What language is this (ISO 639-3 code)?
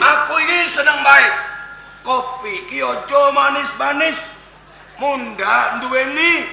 jav